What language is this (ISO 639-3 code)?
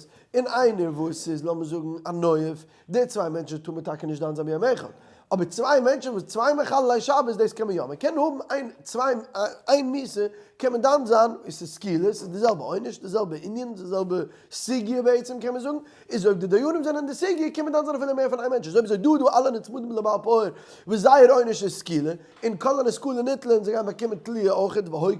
yid